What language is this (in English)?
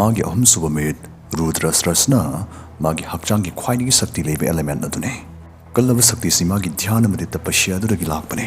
Manipuri